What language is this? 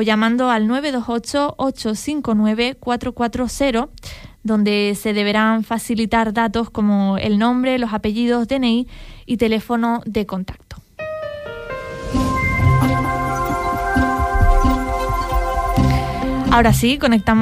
Spanish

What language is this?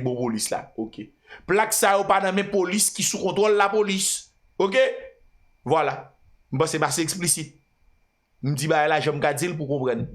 Haitian Creole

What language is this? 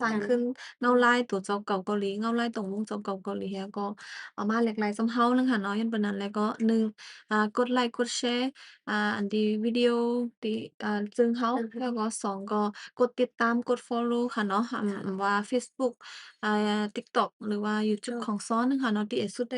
Shan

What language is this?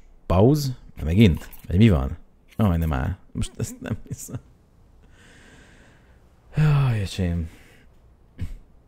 Hungarian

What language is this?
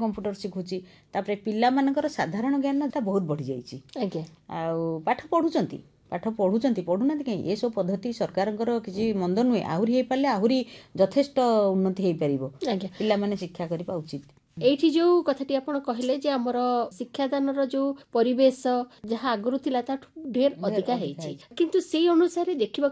Odia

